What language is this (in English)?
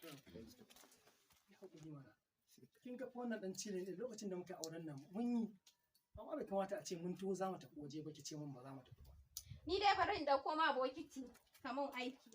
Hausa